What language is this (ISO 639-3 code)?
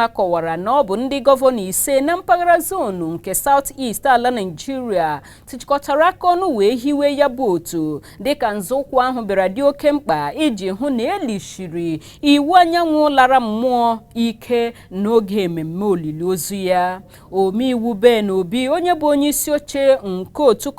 ibo